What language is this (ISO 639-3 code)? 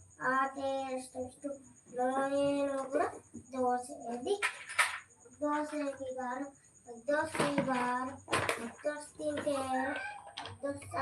sat